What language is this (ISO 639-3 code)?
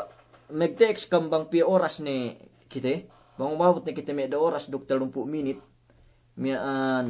yka